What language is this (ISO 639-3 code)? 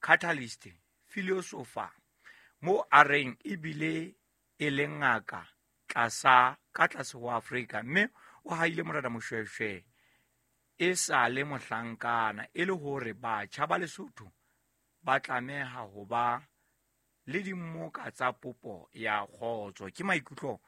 sot